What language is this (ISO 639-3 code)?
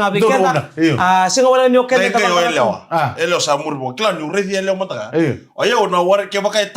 fij